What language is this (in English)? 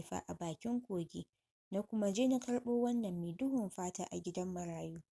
Hausa